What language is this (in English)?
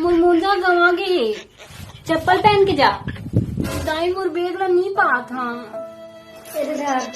Chhattisgarhi